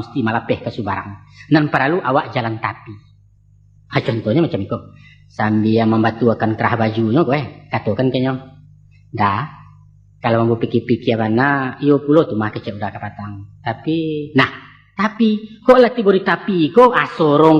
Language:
Minangkabau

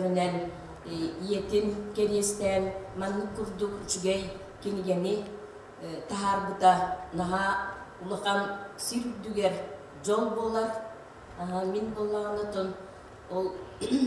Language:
Yakut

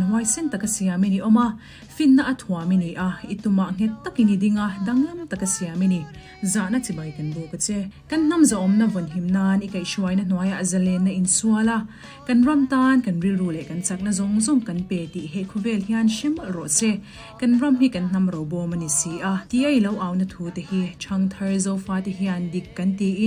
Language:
Mizo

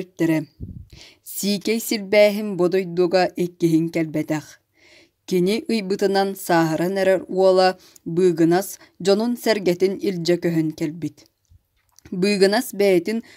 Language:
Yakut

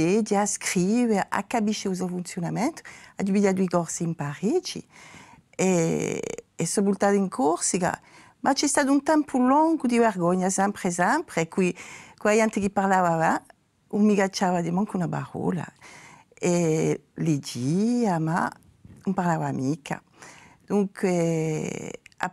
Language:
Corsican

